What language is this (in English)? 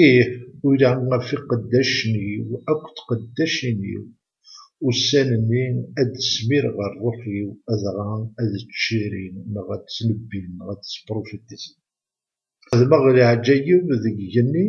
Kabyle